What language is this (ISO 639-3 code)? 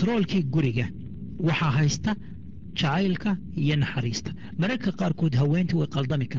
som